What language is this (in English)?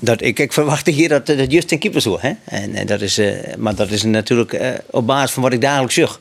Western Frisian